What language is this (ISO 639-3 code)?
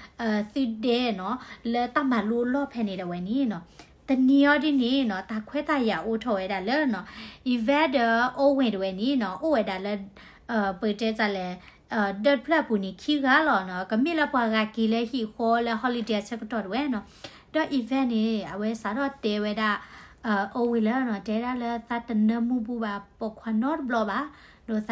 ksw